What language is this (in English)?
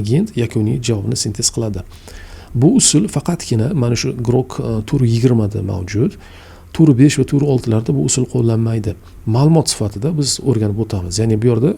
Uzbek